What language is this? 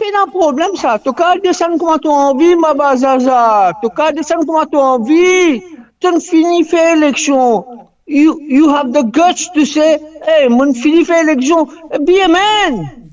Morisyen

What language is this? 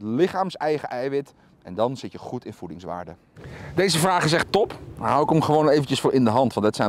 Dutch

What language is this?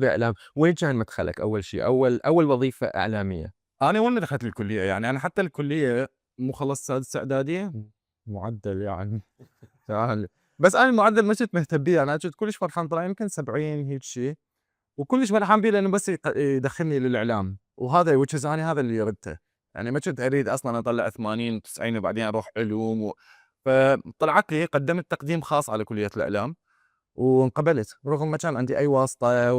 Mesopotamian Arabic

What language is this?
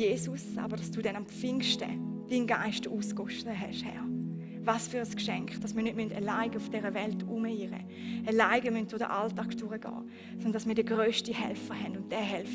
Swiss German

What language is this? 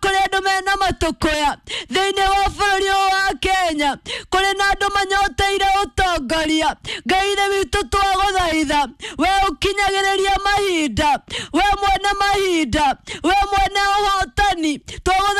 Kikuyu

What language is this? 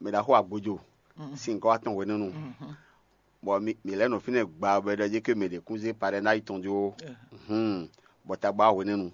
Fon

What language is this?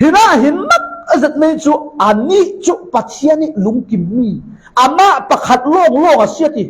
Falam Chin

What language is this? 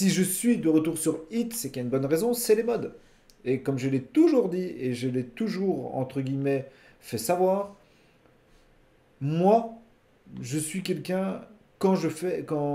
French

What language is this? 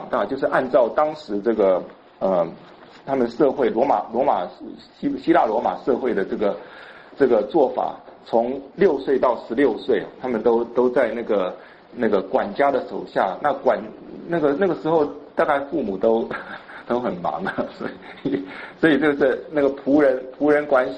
Chinese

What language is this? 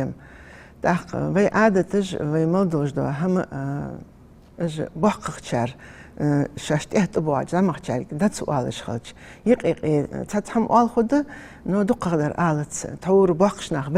Ingush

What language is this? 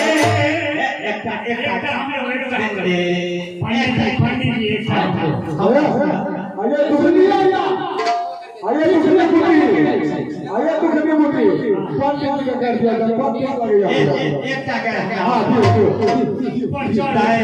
Maithili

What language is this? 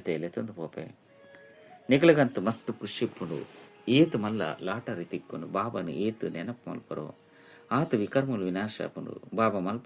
Tulu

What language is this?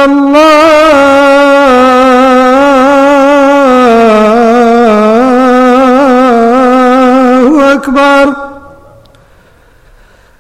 Urdu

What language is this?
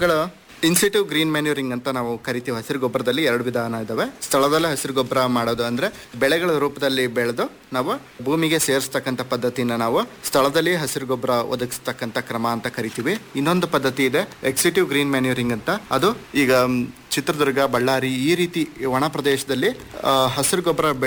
Kannada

